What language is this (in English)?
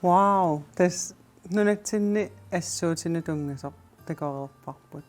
Kalaallisut